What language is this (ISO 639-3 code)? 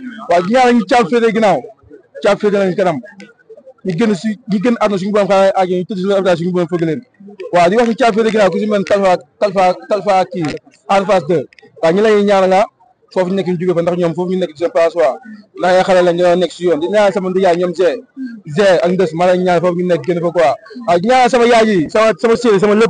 wol